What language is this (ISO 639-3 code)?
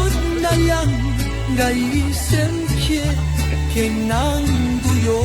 bod